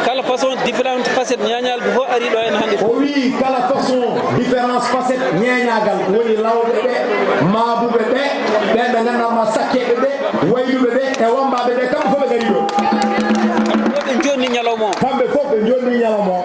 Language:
Fula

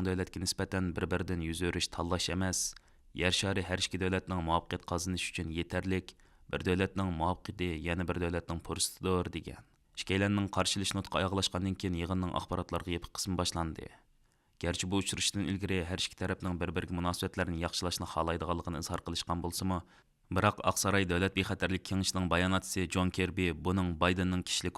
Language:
Uyghur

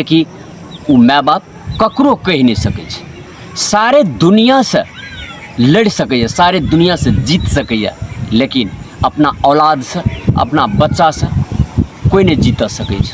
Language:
Maithili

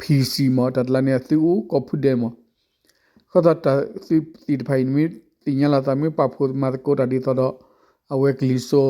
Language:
S'gaw Karen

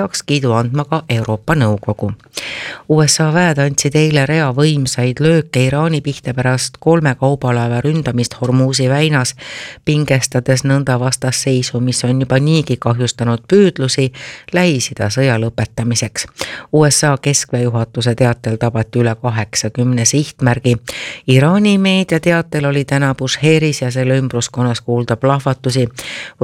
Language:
Estonian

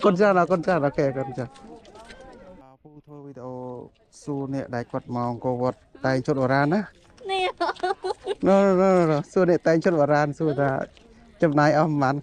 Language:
Khmer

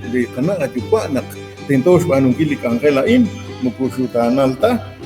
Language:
Kekchí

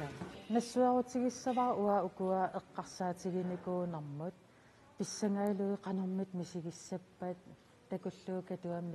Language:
Kalaallisut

